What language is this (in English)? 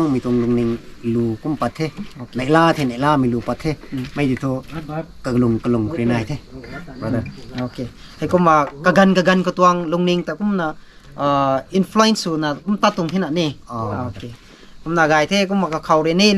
Rongmei Naga